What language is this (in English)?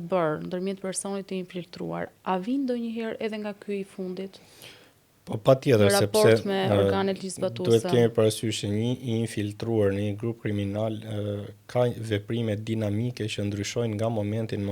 Albanian